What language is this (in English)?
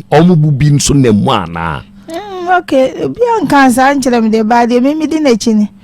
Akan